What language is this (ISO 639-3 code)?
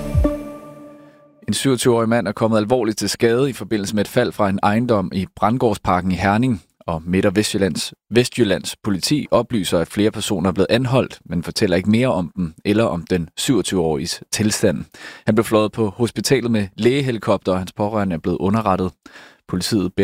dan